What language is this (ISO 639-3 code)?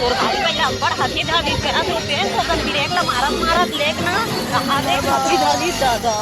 hne